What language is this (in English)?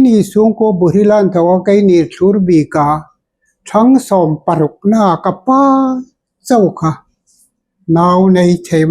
Hmar